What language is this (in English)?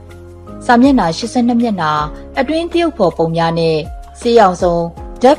Burmese